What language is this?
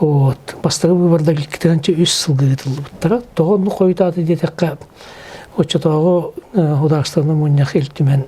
Yakut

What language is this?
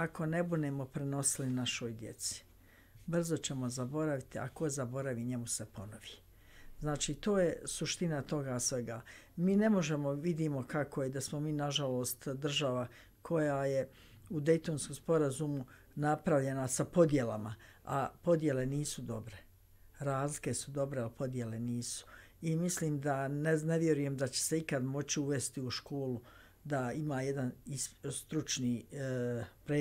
Bosnian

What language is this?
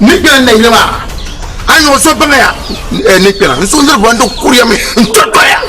Dagbani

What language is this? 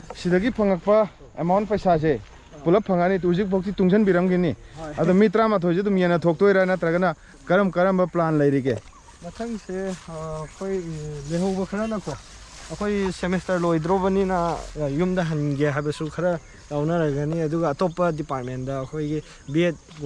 Manipuri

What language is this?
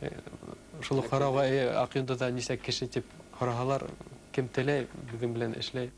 Bashkir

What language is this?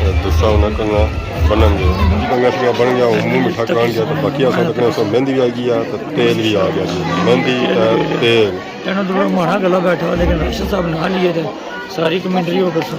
Pahari-Potwari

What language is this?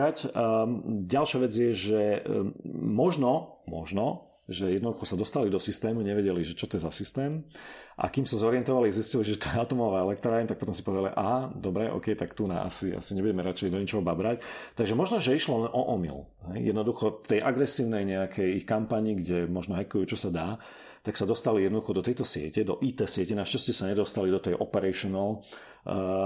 Slovak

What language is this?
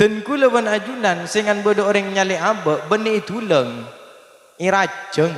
Madurese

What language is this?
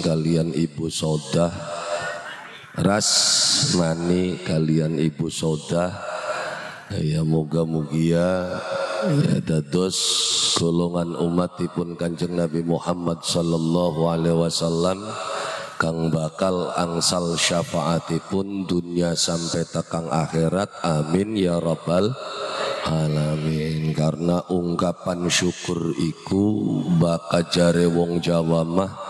Javanese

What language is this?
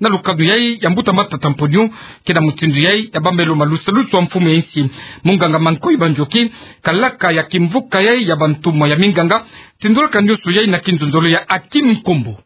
Kituba (Democratic Republic of Congo)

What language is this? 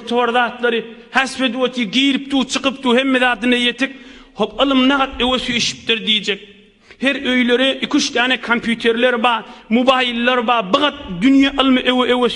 Turkmen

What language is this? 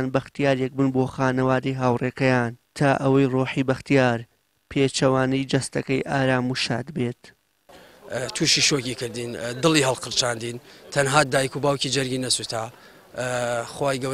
Central Kurdish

